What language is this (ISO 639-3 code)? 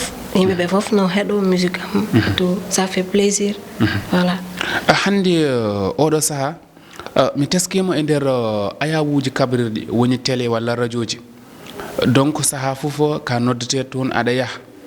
ful